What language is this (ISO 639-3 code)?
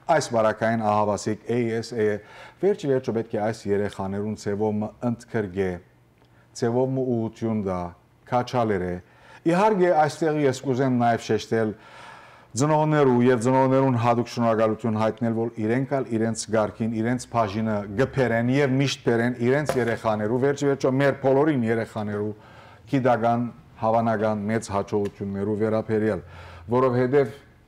hyw